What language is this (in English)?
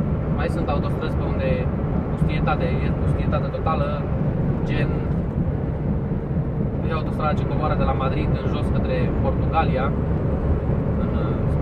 Romanian